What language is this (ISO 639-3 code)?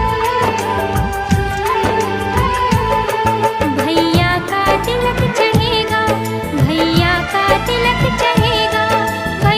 bho